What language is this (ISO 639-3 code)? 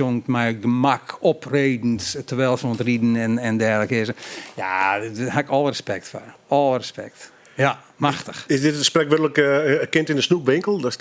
fry